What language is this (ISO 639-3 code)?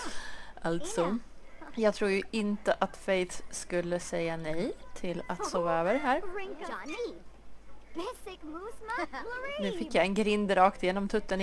swe